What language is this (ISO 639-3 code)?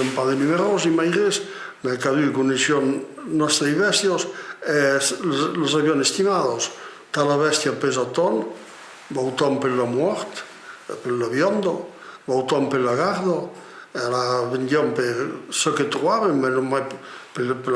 oci